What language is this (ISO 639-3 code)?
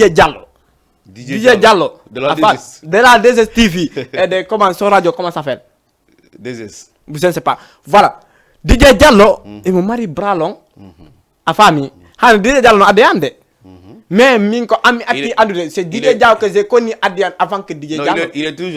ful